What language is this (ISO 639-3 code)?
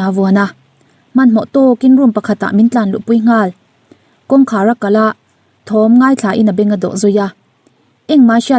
lus